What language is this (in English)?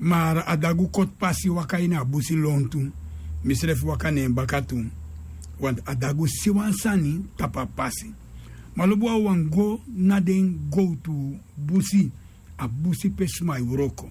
Sranan Tongo